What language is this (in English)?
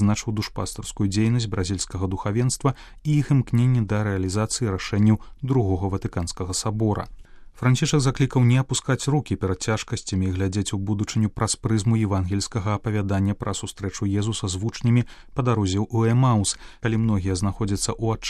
Belarusian